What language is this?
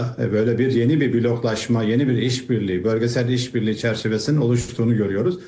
Turkish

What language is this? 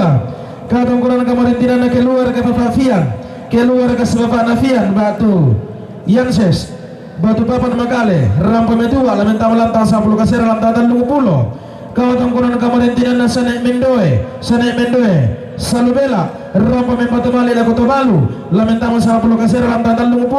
Toraja-Sa'dan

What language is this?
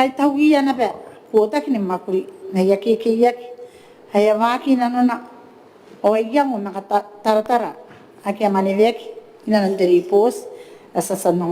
Gilbertese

